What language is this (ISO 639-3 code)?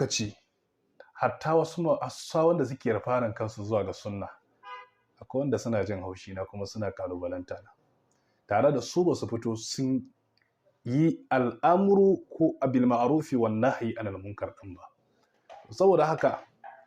hau